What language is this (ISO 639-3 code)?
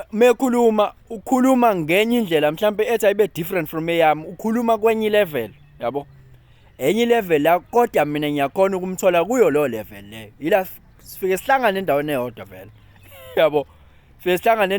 zul